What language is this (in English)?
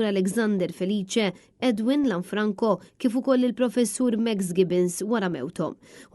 Maltese